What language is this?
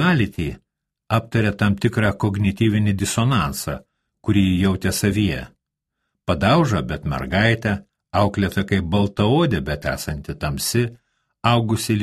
Lithuanian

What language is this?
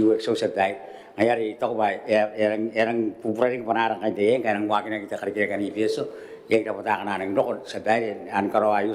Gilbertese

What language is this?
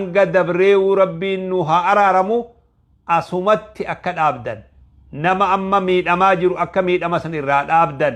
Oromo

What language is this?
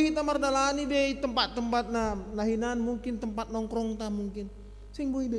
Batak Simalungun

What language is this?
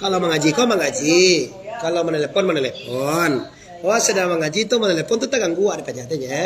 Minangkabau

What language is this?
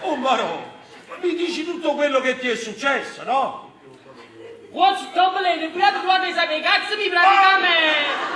Neapolitan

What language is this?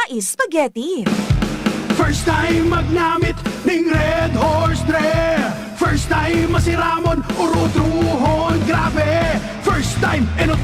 Bikol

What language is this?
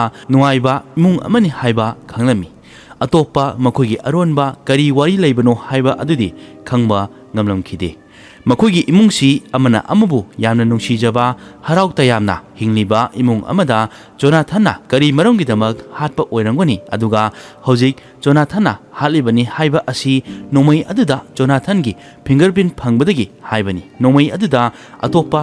Manipuri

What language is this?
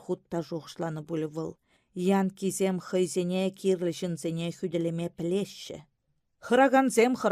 Chuvash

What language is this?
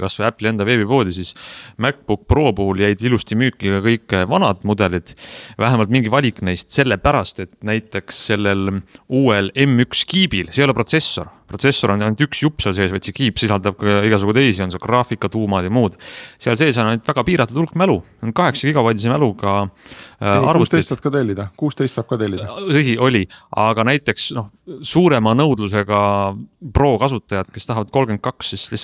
Estonian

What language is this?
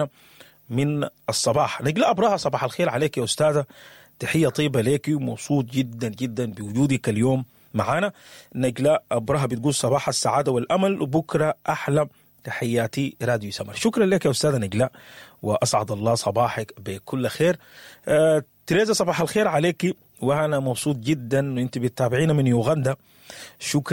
Sudanese Arabic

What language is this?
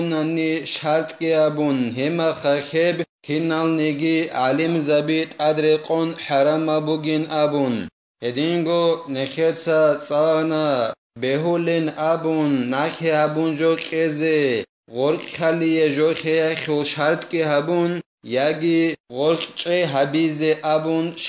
Avaric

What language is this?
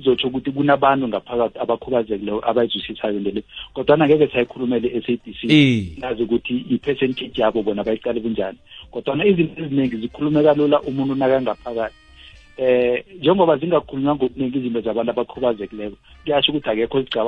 South Ndebele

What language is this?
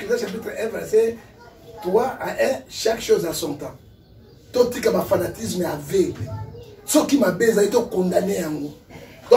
Lingala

